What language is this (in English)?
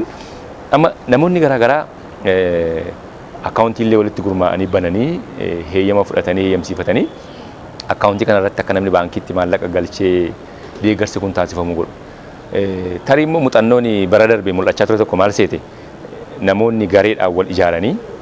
Oromo